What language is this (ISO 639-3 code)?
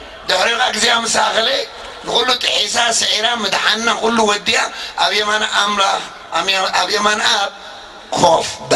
tir